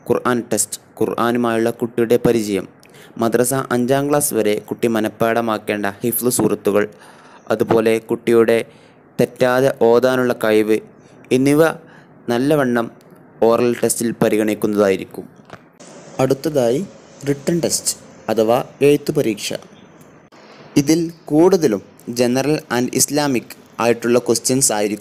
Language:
Malayalam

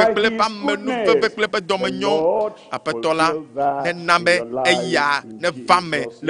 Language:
Ewe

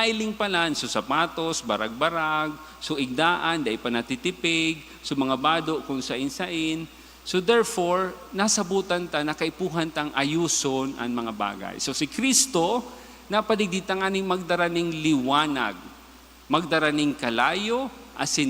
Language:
Bikol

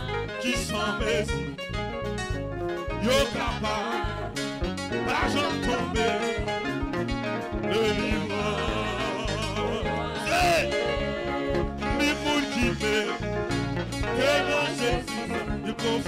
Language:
Haitian Creole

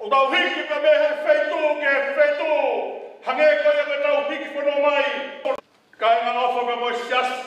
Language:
Tongan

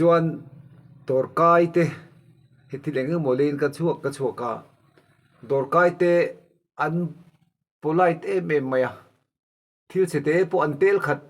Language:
Mizo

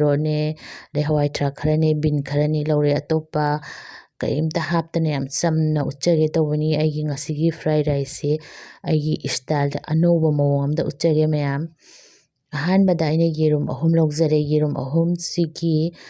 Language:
Manipuri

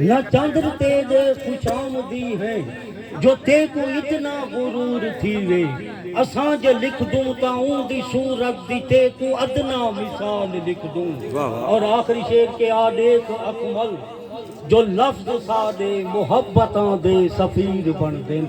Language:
Saraiki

